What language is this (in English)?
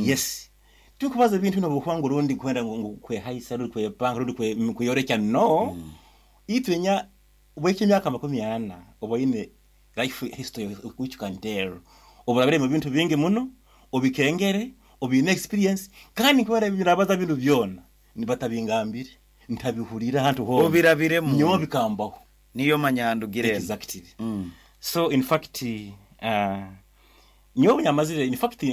Nyoro